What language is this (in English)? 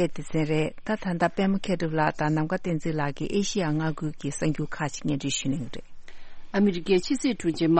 Tibetan